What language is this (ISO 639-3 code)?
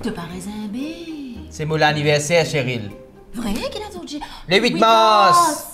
mfe